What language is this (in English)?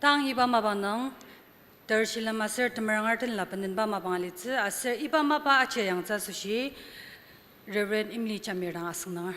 Ao Naga